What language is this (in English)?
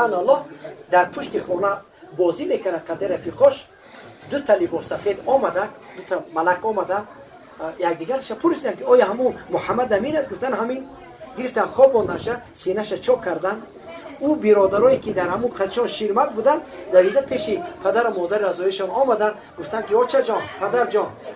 Tajik